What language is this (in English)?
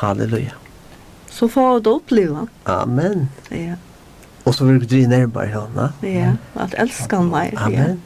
Faroese